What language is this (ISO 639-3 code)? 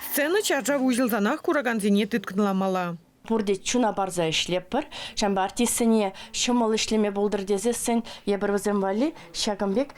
chv